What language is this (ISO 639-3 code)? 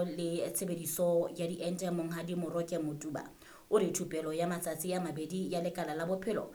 sot